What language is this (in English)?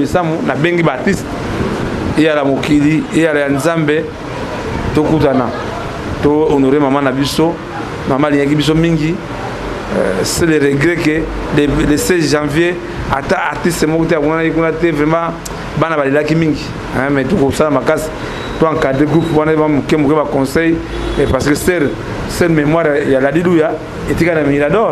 Lingala